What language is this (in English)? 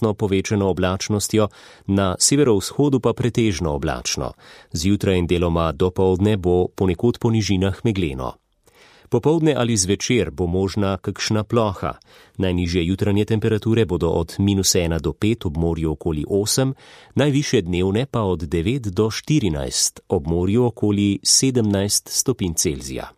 Slovenian